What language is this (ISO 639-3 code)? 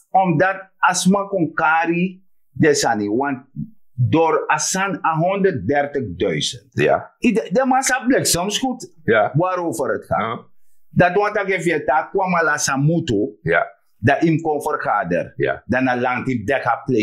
srn